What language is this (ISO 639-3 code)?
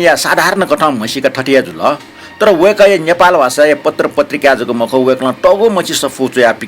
new